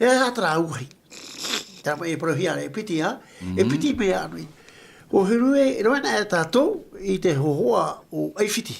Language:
Tahitian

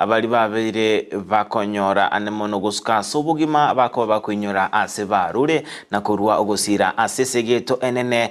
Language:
Gusii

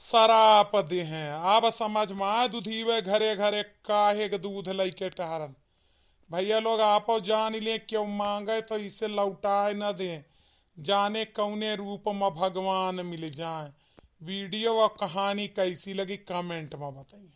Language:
Awadhi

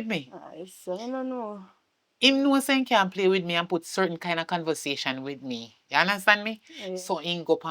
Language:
Jamaican Creole English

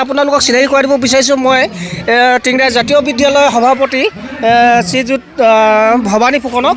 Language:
Assamese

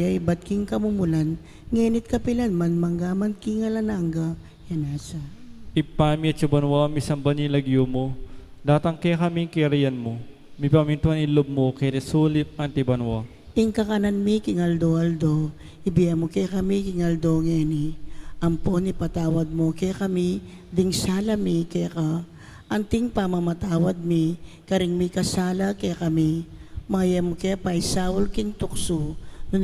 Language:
Pampanga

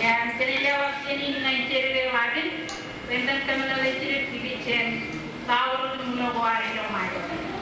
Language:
Marshallese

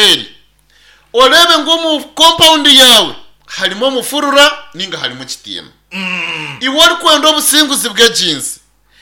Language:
Nyankole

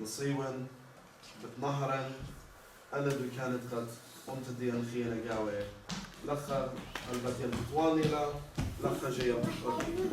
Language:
Assyrian Neo-Aramaic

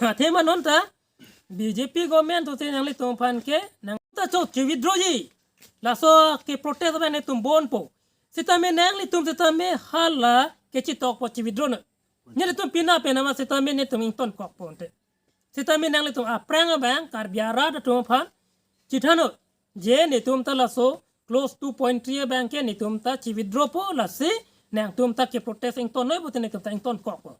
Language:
Karbi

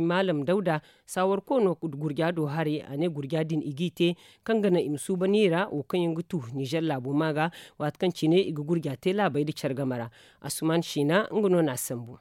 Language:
Zarma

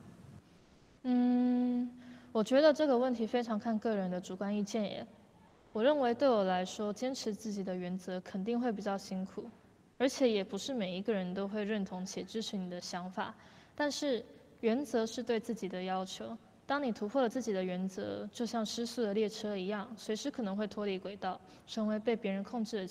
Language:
Chinese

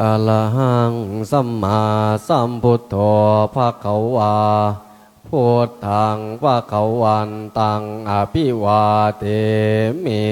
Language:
Pali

